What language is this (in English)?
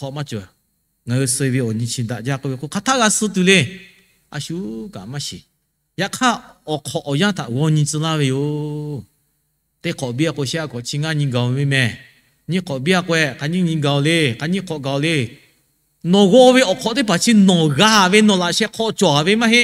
Lahu